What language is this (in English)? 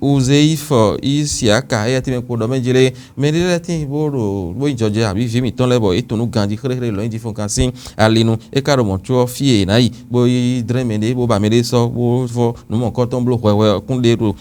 Fon